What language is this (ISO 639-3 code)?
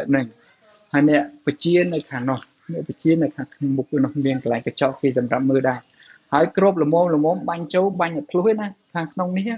khm